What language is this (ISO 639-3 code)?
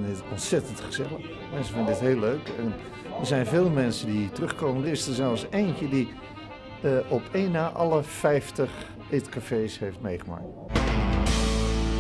nld